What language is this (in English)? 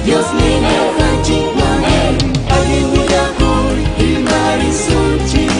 Ayacucho Quechua